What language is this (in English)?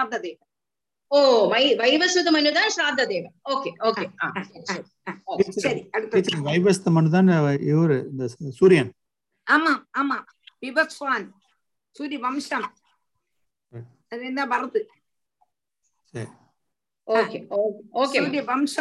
Tamil